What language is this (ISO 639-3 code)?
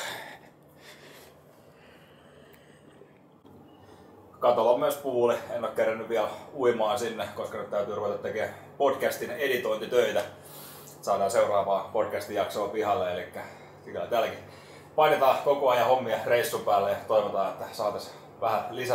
fin